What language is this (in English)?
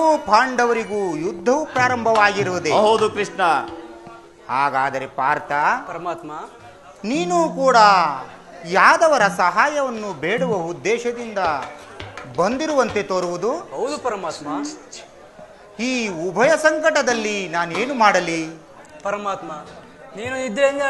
Kannada